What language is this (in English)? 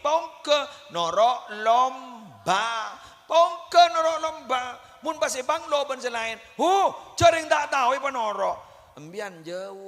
Madurese